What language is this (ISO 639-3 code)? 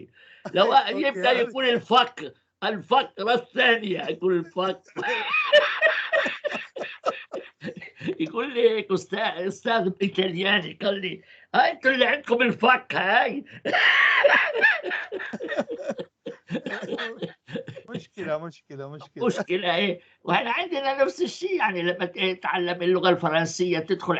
apc